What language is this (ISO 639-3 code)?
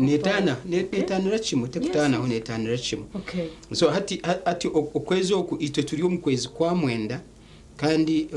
nyn